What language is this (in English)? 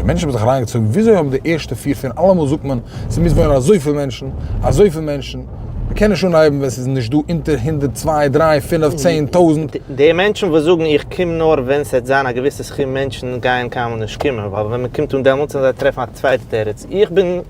Yiddish